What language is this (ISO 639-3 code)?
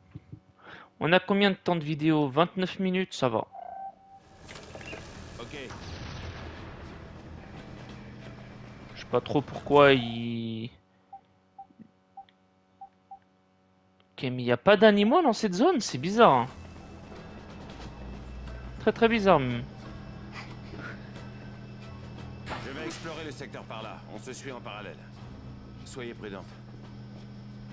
fra